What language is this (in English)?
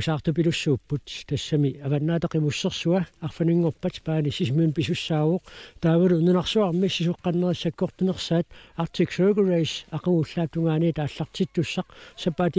Kalaallisut